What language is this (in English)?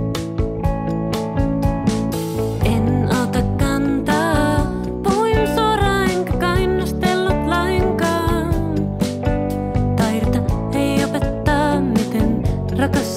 Finnish